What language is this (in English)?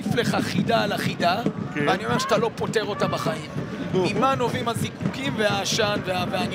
Hebrew